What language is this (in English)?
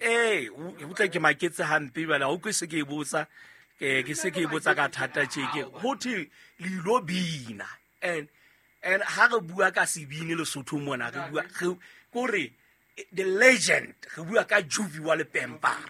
Southern Sotho